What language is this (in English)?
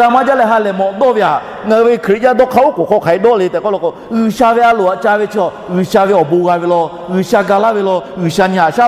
Lahu